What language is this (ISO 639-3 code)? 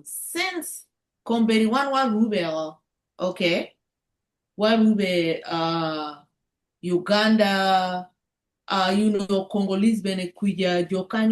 ach